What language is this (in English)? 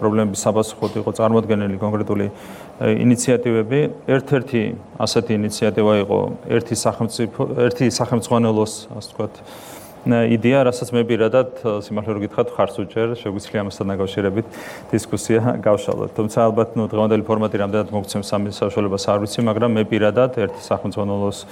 Georgian